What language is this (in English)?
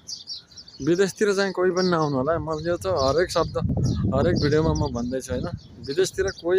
Nepali